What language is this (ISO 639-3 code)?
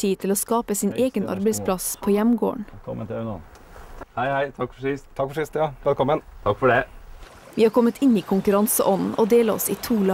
nor